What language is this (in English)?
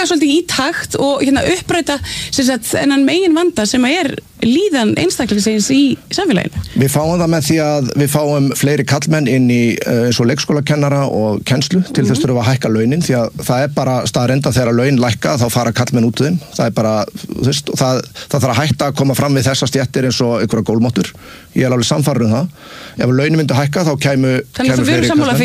Icelandic